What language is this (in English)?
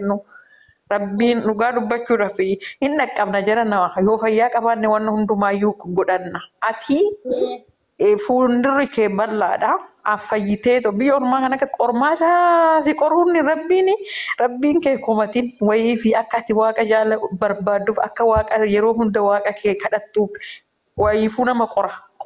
Oromo